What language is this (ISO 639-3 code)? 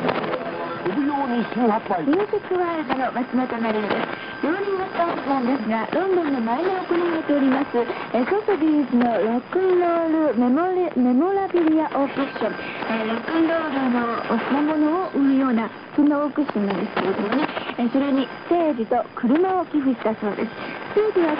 jpn